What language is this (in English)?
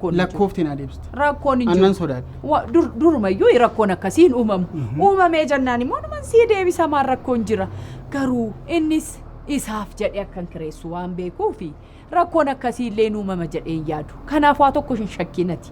Oromo